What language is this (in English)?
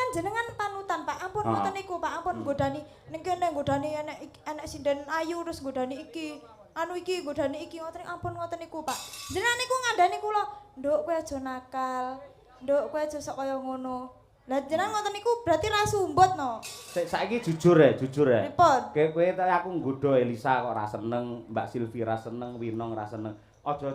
Javanese